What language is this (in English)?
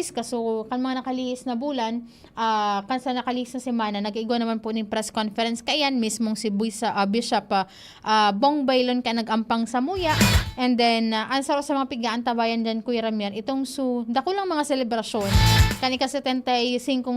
Bikol